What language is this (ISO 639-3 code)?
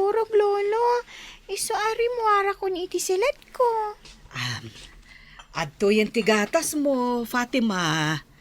ilo